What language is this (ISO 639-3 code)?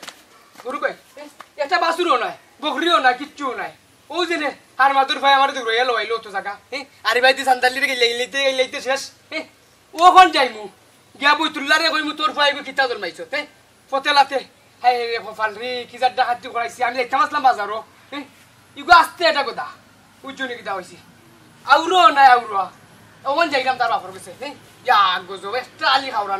syl